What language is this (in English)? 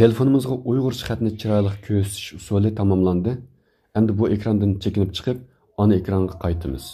Uyghur